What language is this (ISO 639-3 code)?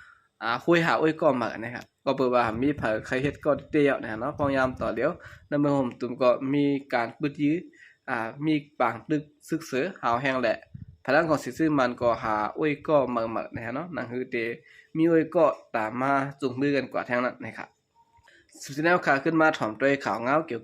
shn